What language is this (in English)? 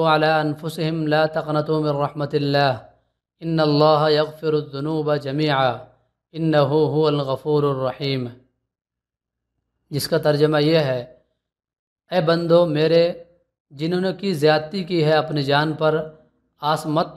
Urdu